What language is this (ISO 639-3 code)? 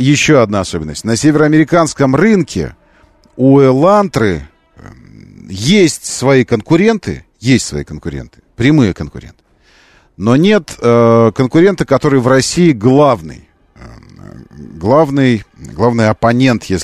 rus